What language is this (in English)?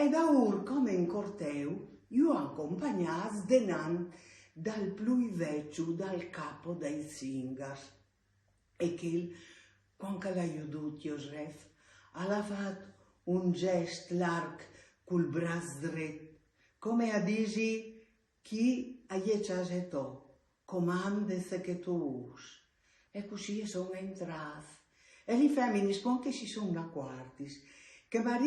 Friulian